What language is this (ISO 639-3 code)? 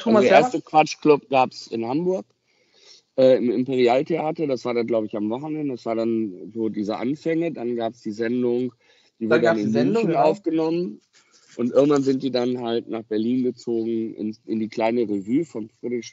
deu